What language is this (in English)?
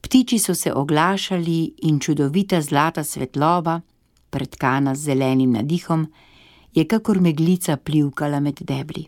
Slovenian